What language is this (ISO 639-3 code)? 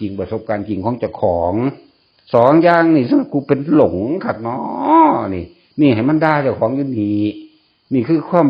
tts